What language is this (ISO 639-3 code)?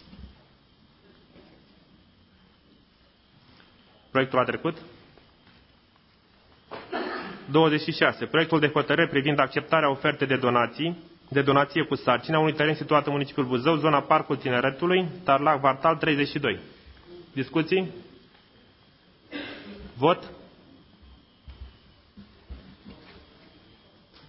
ron